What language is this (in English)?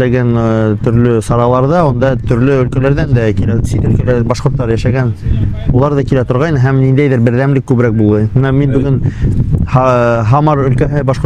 Bashkir